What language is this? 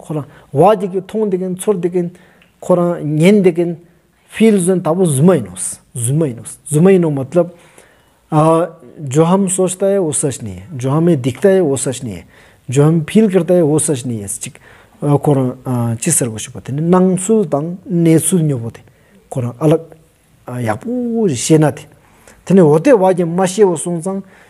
Stod Bhoti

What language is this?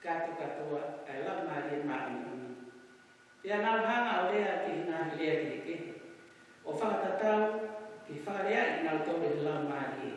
Tongan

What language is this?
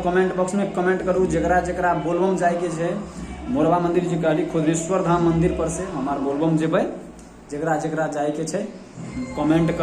Maithili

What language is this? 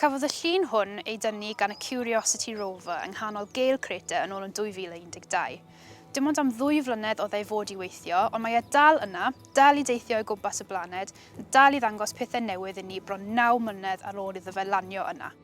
Welsh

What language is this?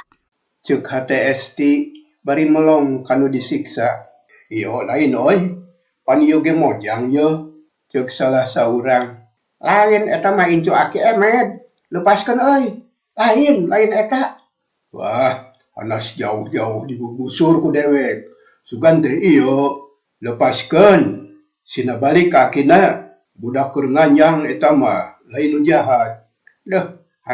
Sundanese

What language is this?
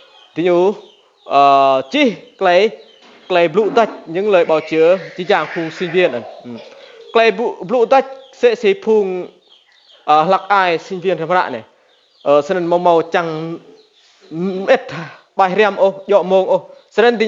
Rade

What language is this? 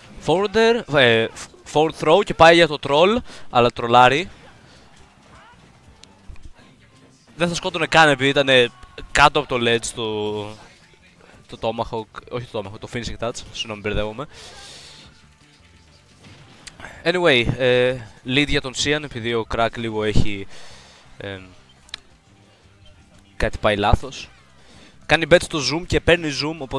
Greek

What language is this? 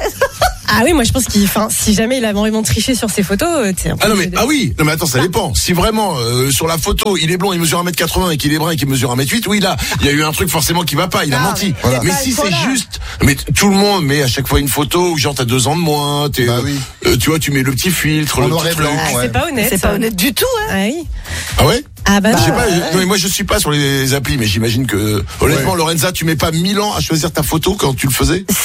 French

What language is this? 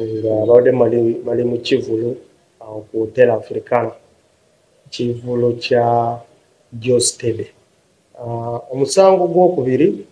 Ganda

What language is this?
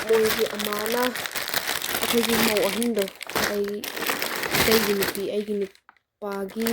Manipuri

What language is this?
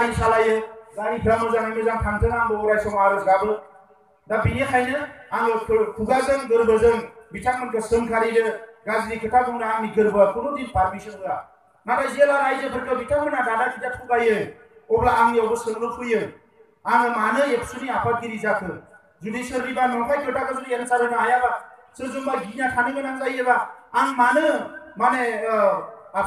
Bodo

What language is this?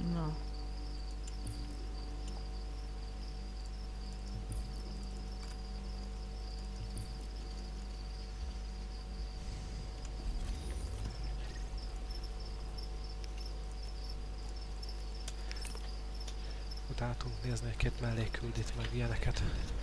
Hungarian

